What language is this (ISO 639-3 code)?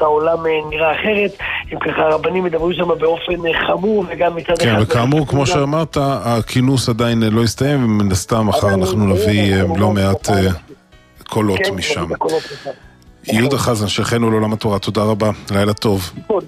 heb